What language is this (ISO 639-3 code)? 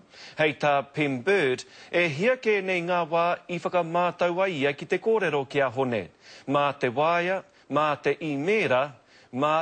mri